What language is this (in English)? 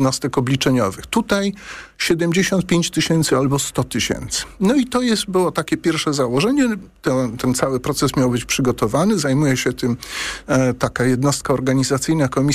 Polish